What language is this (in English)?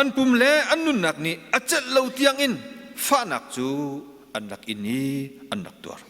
Hakha Chin